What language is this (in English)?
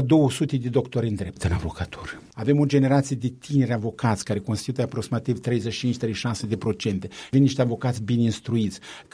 Romanian